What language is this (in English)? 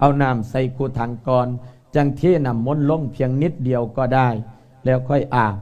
Lao